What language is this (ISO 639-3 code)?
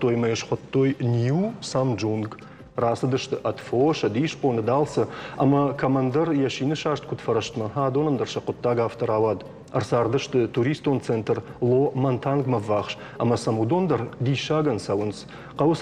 oss